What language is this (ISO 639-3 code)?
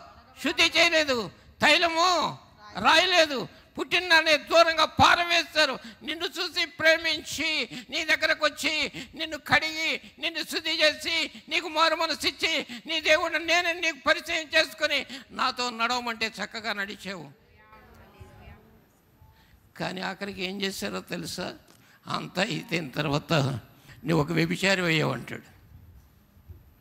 tel